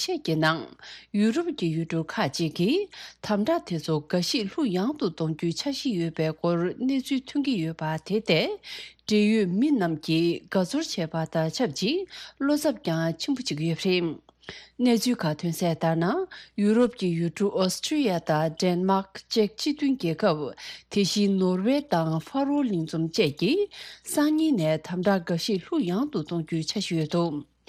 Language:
Tibetan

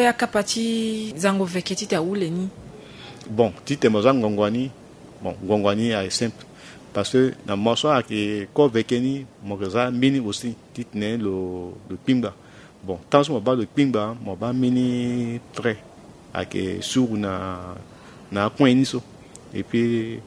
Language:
Sango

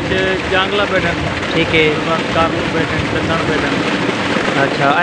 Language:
Saraiki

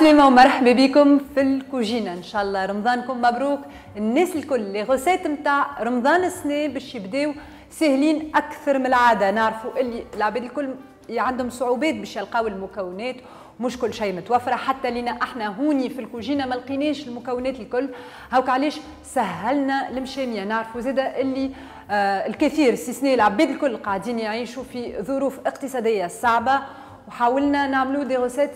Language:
Tunisian Arabic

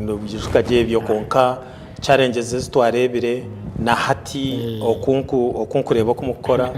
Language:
Nyankole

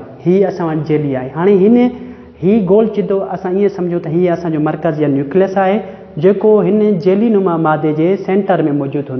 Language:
Sindhi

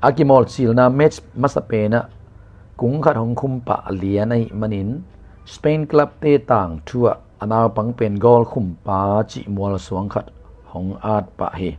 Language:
Tedim Chin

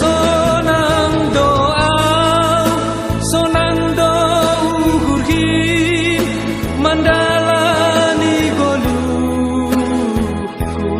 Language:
Batak Simalungun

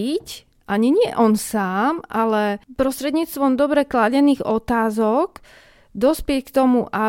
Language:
Slovak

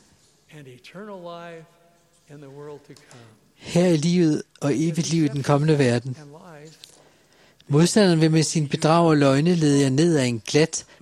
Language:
Danish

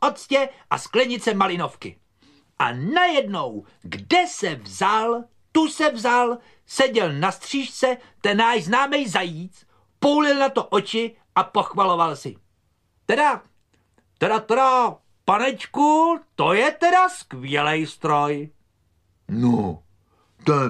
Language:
Czech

